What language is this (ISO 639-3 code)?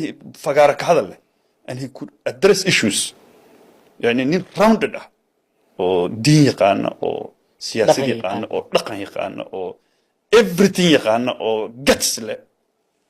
som